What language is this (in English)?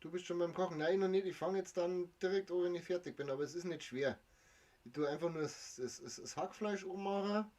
Bavarian